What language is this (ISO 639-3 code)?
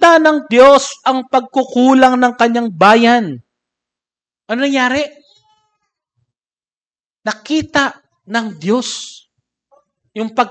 fil